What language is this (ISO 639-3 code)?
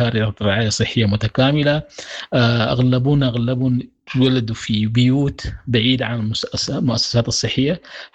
apd